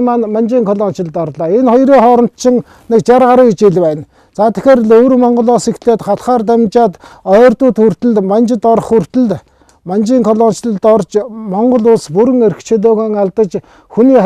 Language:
Mongolian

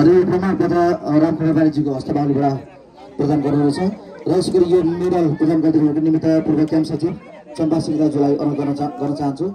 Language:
Nepali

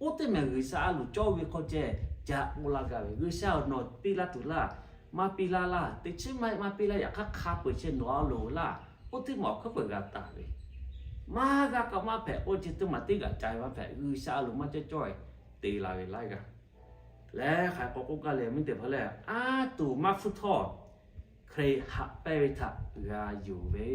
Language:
Lahu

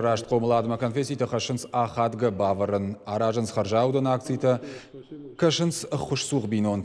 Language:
Ossetic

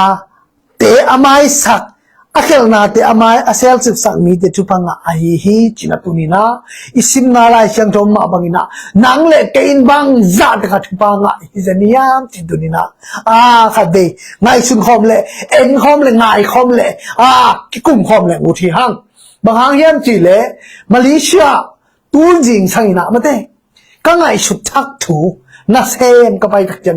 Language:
Tedim Chin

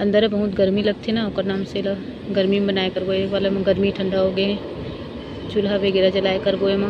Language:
Chhattisgarhi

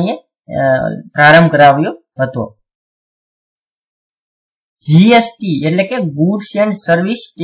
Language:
Gujarati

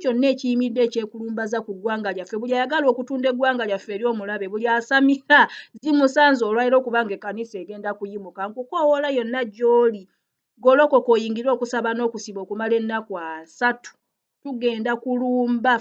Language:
Ganda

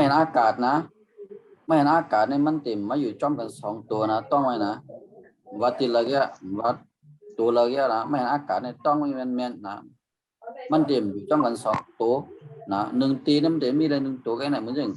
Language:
Shan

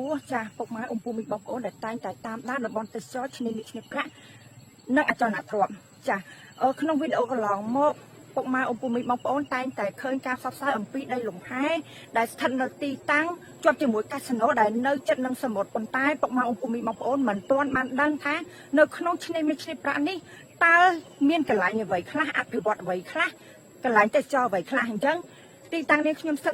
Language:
Khmer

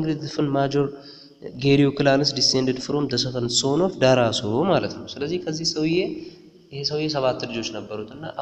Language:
Amharic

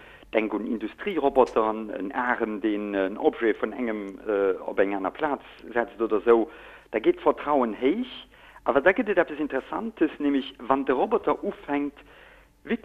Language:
Luxembourgish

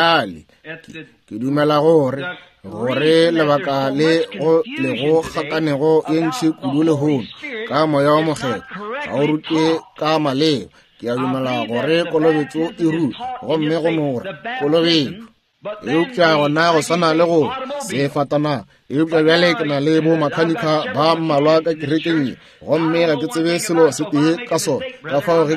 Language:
Northern Sotho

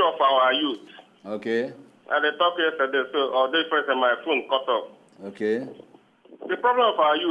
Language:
Nigerian Pidgin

